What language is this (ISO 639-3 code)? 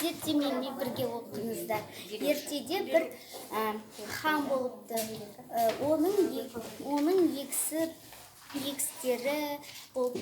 kaz